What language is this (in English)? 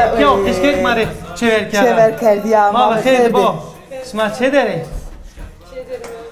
Zaza